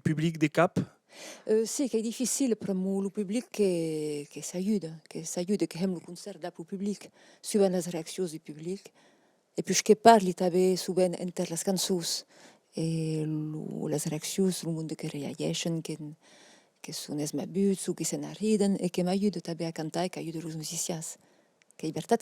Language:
Occitan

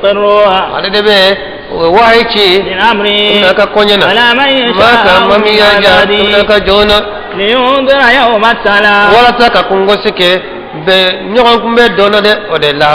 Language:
Bambara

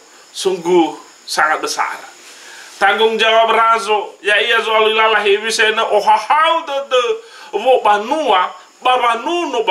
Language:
Nias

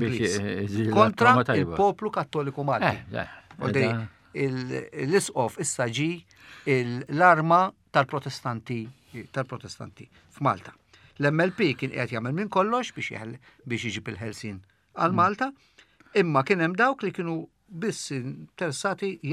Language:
Maltese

